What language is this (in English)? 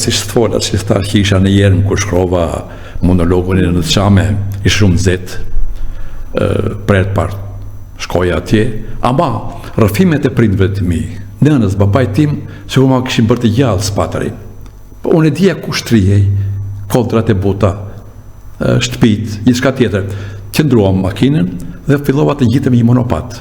Albanian